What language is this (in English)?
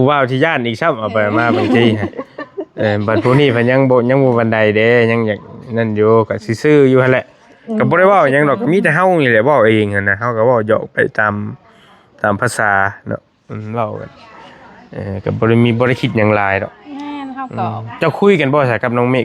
Northeastern Thai